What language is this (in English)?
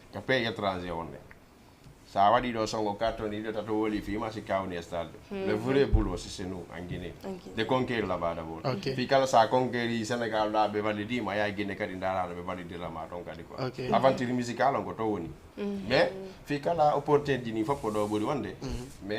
Fula